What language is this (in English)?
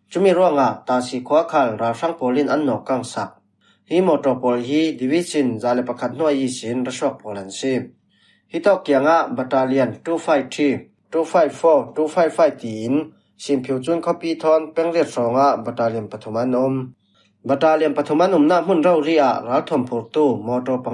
Falam Chin